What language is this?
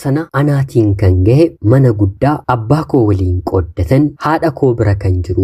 Oromo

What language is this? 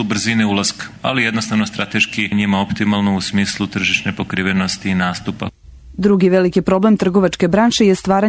Serbian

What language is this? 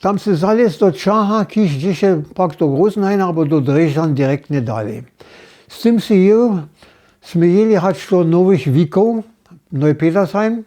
Upper Sorbian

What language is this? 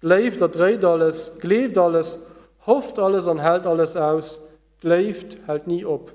Luxembourgish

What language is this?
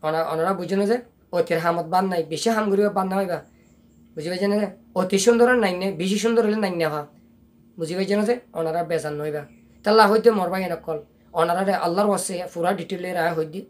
Rohingya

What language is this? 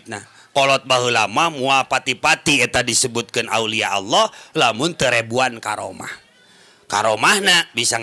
Sundanese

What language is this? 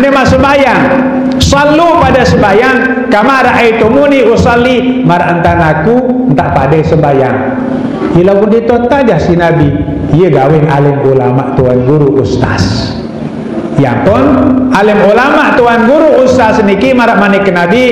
Sasak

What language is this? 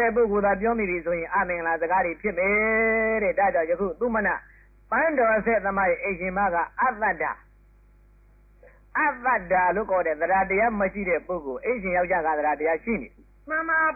Burmese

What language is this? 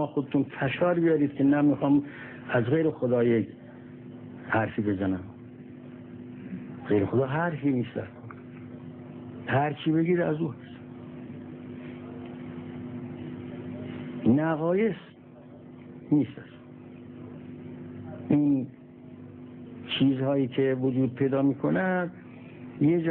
Persian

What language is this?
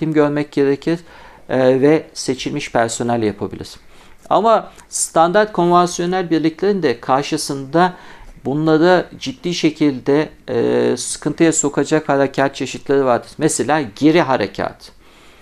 Turkish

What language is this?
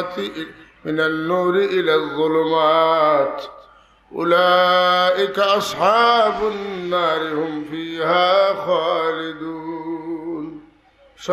Sylheti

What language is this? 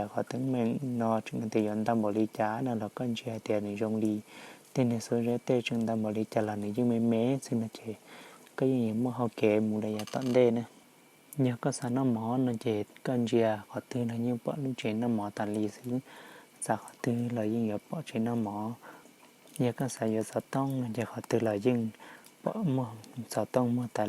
Hmong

